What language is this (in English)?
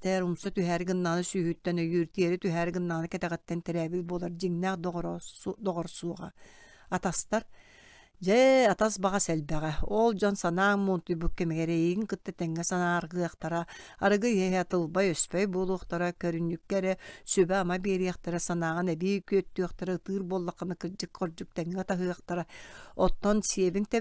Yakut